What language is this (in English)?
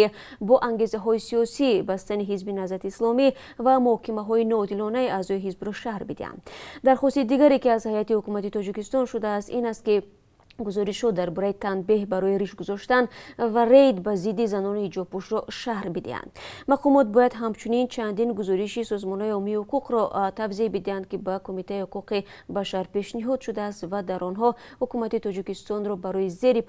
Tajik